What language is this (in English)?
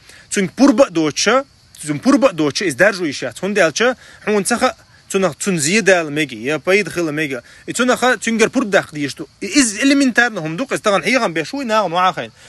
Chechen